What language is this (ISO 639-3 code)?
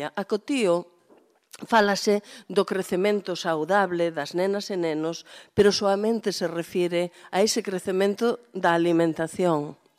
glg